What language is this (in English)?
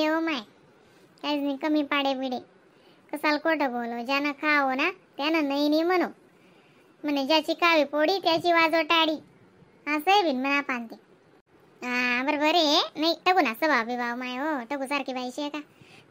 Khandesi